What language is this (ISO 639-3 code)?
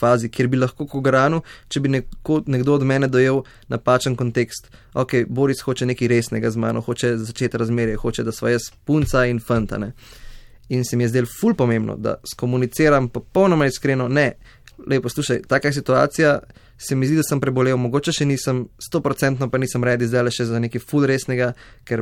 slv